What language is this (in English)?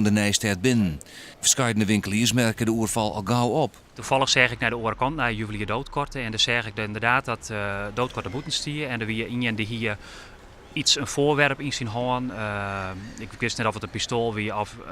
Western Frisian